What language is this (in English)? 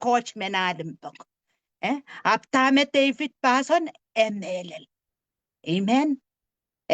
Pohnpeian